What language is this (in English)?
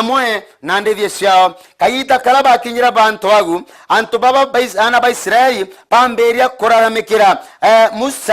Meru